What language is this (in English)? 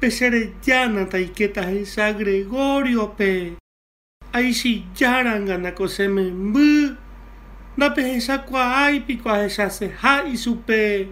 Guarani